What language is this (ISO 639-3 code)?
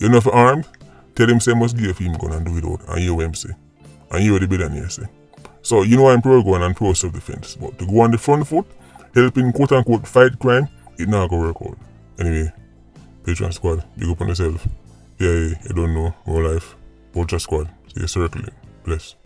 jam